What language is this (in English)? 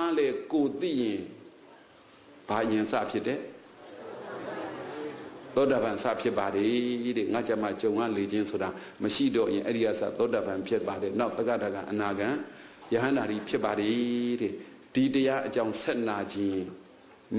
Burmese